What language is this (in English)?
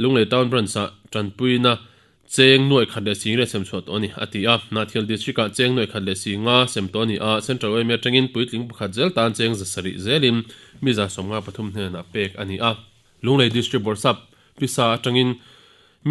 Mizo